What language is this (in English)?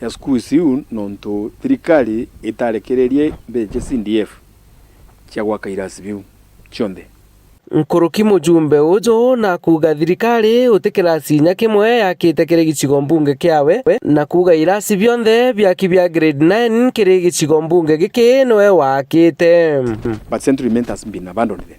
Meru